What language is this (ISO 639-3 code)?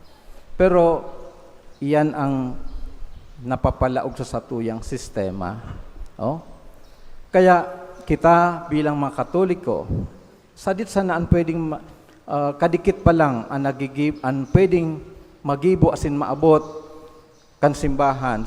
bik